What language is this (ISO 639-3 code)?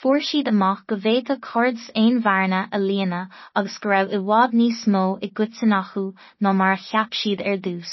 gle